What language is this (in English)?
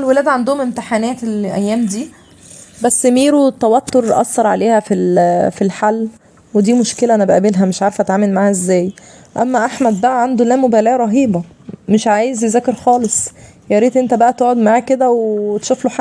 Egyptian Arabic